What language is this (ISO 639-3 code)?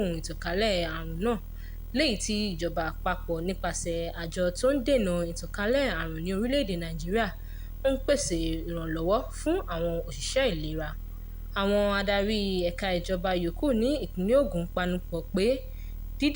yor